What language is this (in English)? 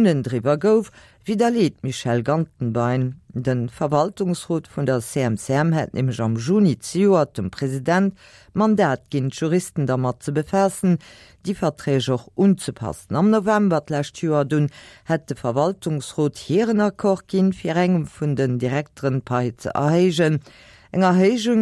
Luxembourgish